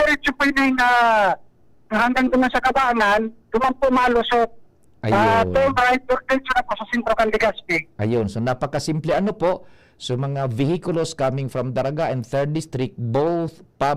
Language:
Bikol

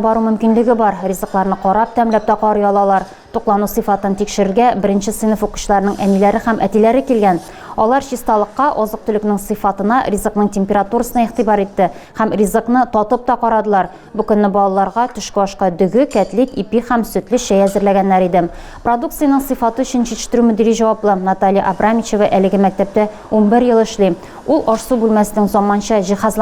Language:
Tatar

